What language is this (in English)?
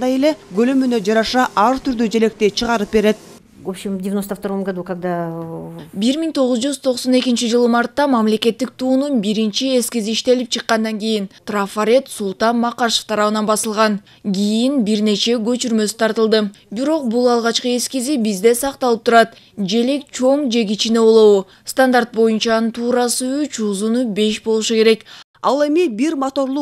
Kyrgyz